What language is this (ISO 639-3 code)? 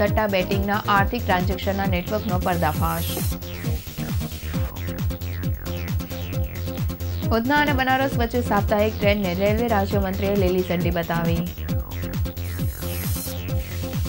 guj